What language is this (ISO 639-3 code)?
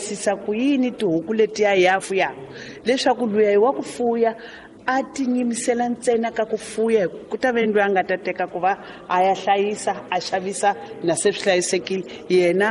tso